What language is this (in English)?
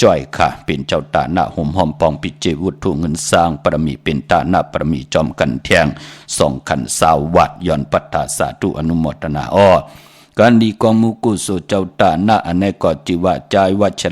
Shan